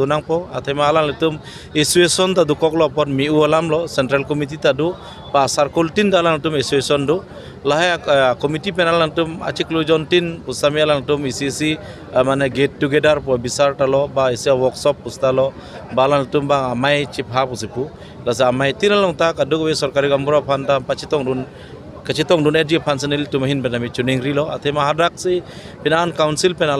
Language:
Karbi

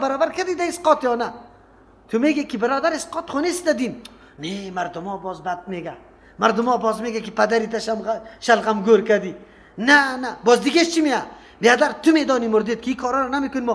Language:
Persian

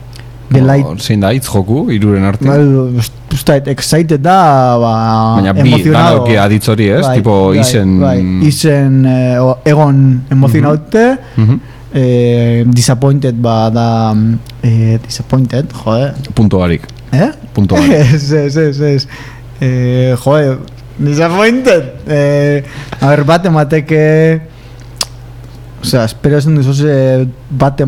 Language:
Basque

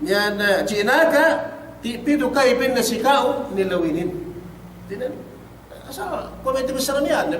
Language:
Yakan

